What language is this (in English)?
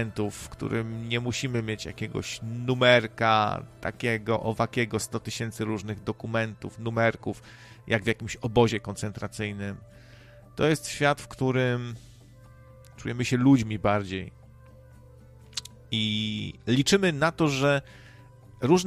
Polish